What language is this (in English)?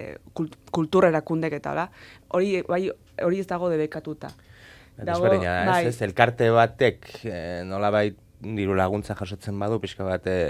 Basque